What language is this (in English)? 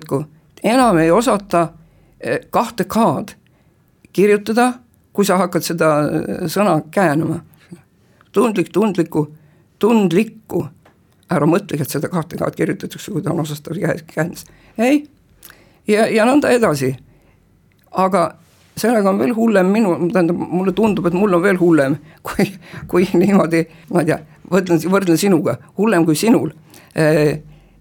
Estonian